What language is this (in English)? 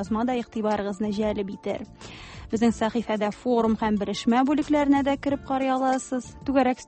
Tatar